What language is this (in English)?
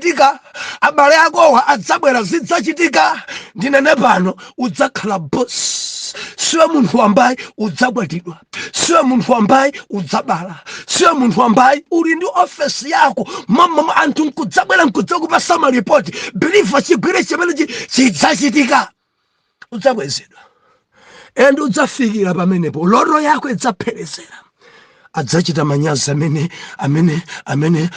Nyanja